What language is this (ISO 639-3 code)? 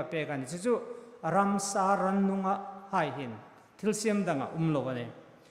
hmr